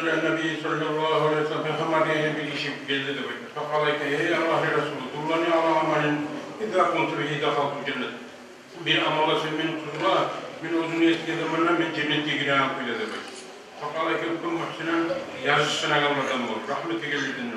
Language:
Kumyk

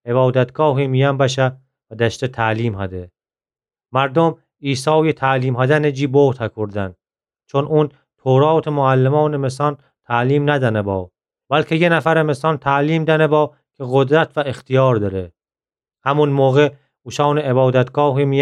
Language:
Gilaki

